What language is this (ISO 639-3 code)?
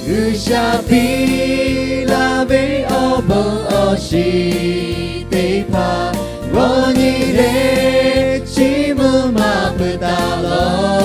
lhu